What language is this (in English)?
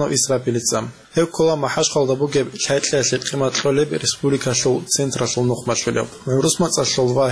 Avaric